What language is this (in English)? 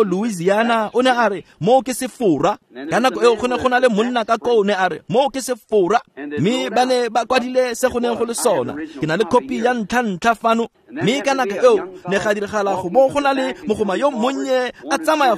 Tswana